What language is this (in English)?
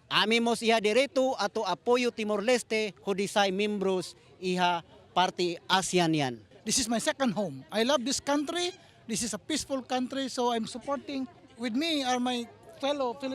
Tetum